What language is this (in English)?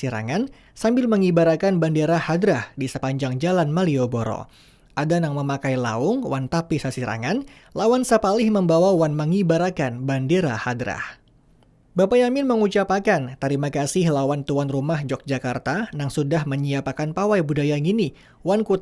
Banjar